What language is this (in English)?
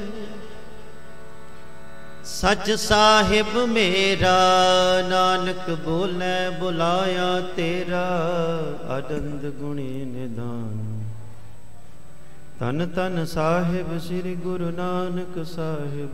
Punjabi